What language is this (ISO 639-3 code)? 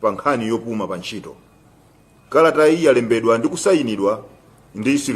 nya